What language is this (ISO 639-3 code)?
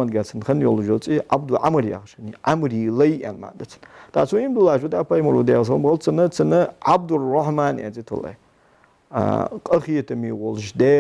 inh